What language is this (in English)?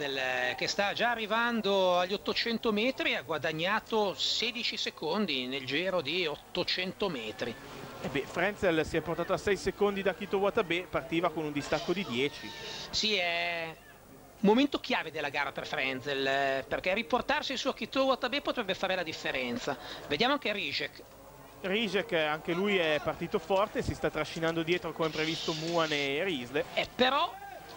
Italian